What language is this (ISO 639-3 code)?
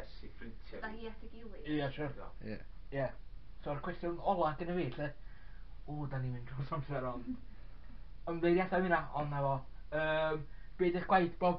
cym